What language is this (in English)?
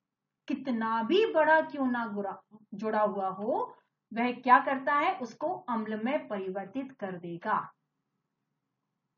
Hindi